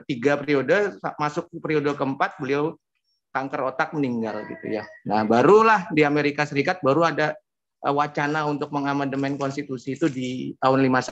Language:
Indonesian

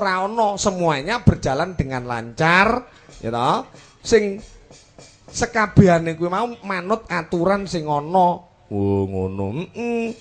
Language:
Javanese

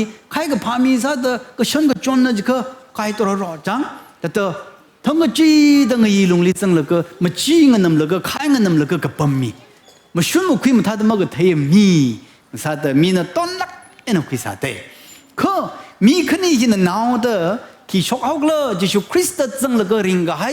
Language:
Tangkhul Naga (India)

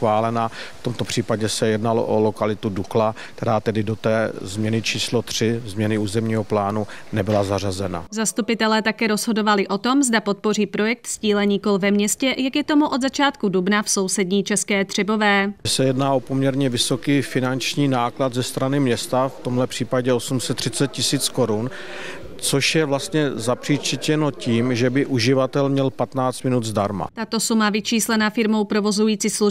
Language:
Czech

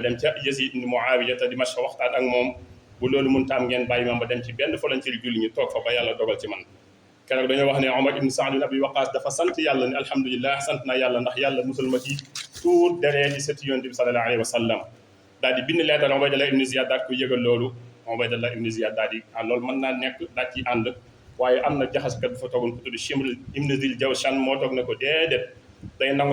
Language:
Wolof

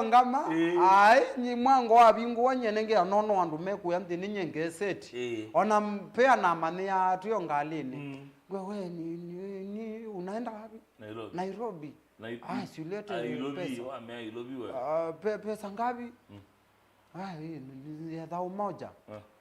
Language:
Kamba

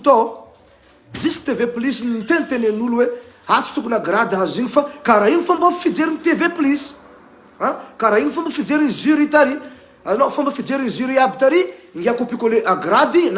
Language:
Malagasy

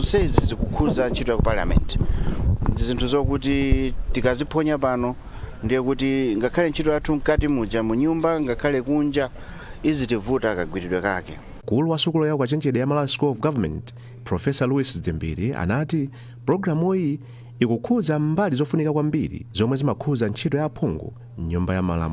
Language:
Nyanja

